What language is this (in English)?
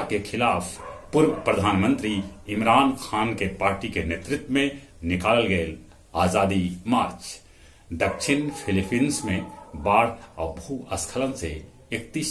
Magahi